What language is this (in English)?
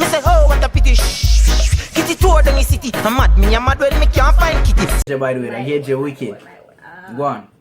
Jamaican Creole English